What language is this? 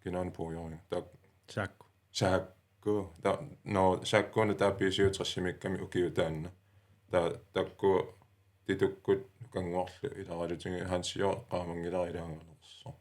Kalaallisut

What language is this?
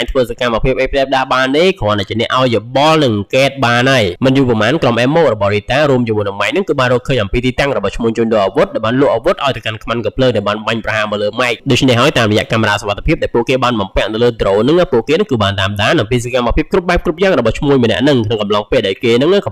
Khmer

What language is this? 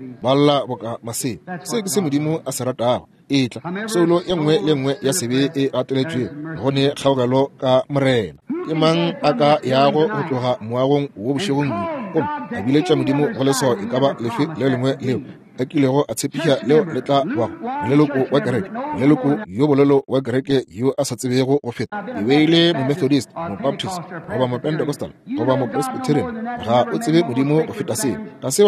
Northern Sotho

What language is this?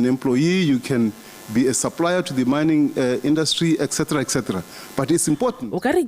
Tswana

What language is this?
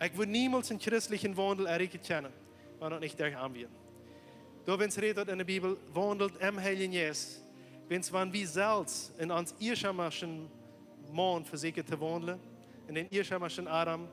Plautdietsch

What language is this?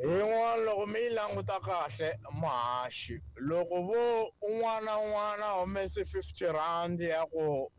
Tsonga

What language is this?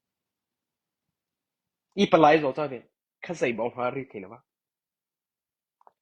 Mara Chin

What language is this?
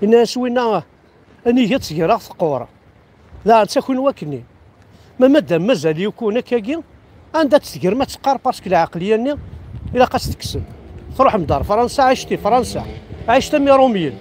Kabyle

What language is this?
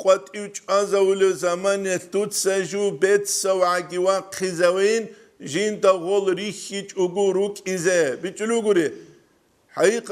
Avaric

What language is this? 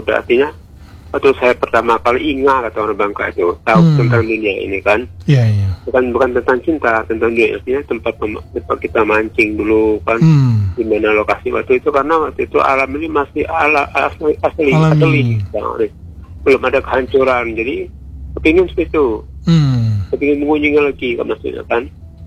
Indonesian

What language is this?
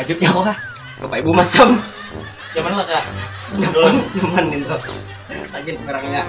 Banjar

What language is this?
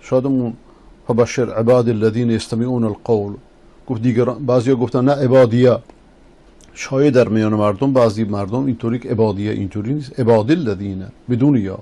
Persian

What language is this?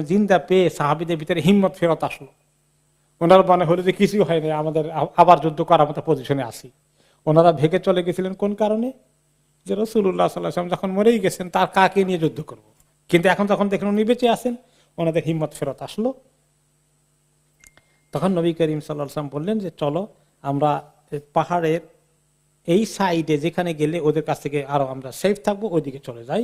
Bangla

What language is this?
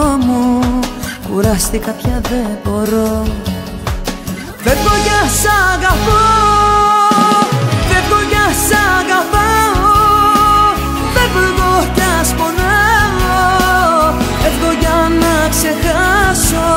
Greek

